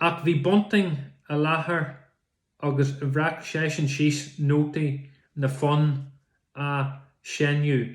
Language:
Irish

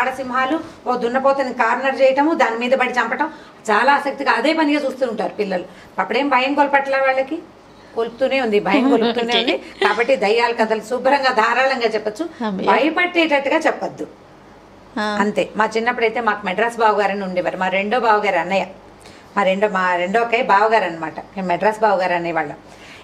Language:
Telugu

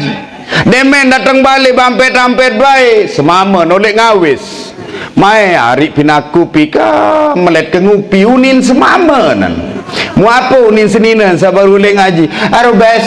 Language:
Sasak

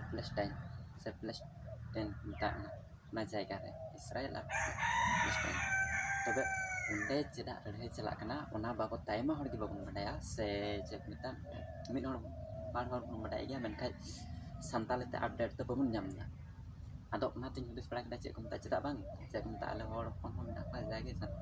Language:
Santali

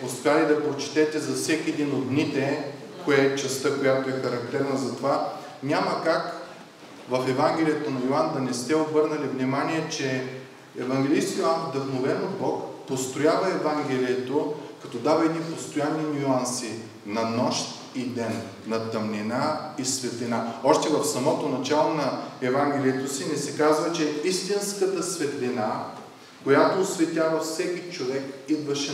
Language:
Bulgarian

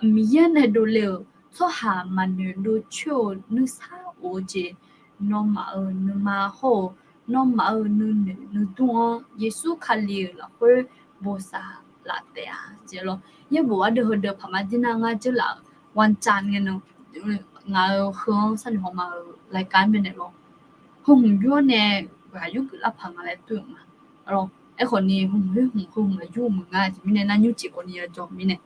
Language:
Akha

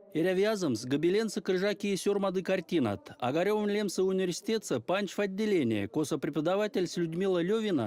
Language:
Erzya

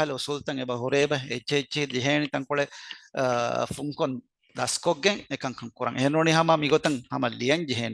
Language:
Divehi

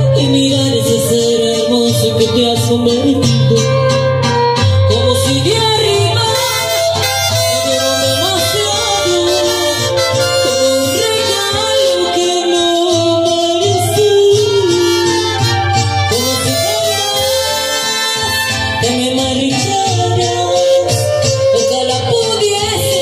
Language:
Spanish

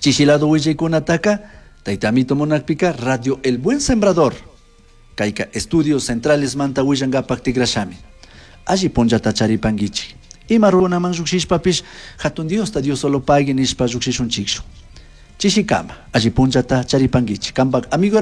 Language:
Chimborazo Highland Quichua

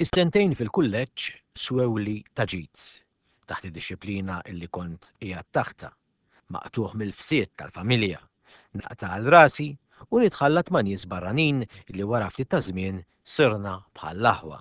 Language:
Maltese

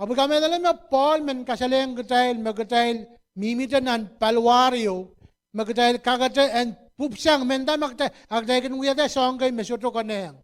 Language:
Pohnpeian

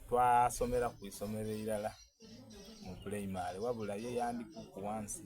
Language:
Soga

